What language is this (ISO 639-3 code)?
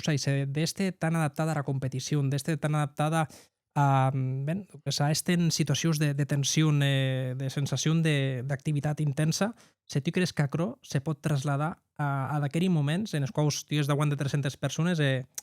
oci